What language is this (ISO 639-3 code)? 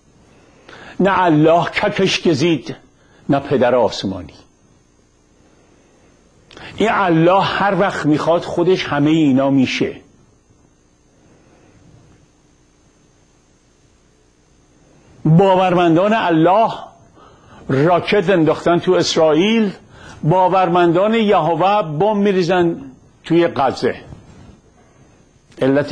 fas